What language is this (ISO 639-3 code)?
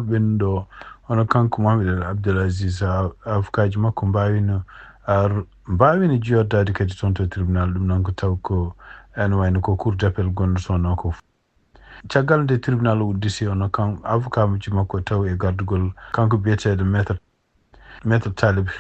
ful